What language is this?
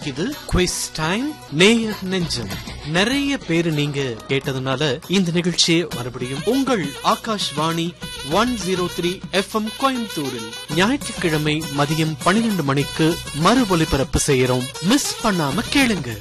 Tamil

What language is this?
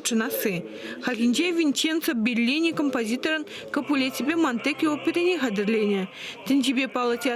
Chuvash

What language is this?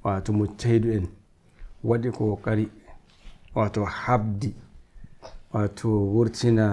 Nigerian Fulfulde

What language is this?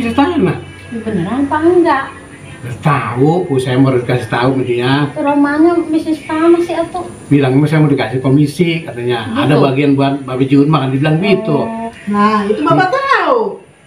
Betawi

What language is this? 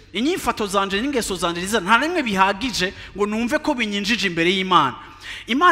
Rundi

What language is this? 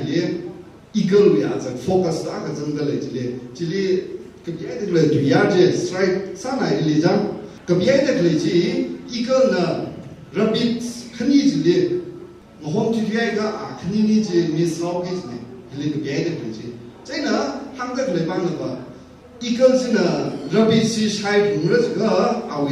Tangkhul Naga (India)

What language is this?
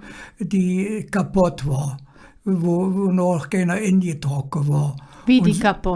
Colognian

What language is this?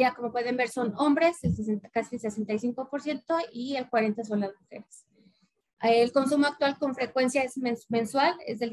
Spanish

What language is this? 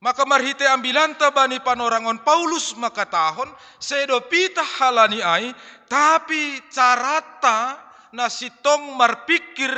Batak Simalungun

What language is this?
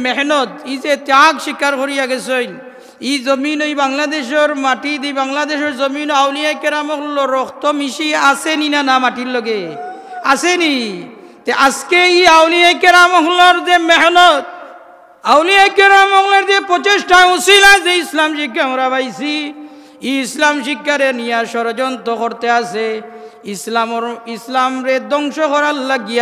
Sylheti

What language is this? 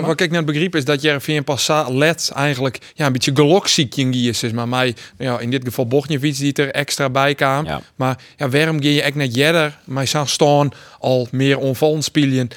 Western Frisian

